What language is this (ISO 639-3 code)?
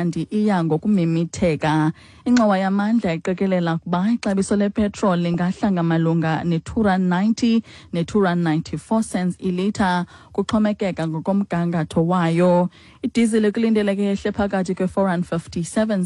xho